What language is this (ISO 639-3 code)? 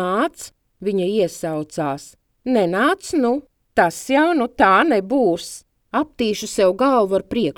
lav